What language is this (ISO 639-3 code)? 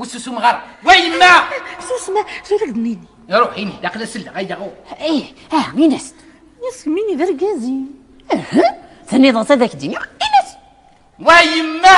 kab